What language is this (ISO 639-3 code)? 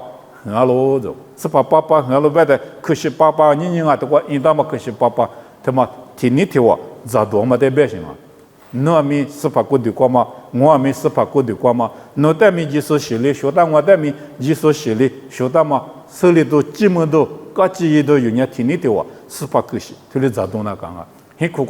lis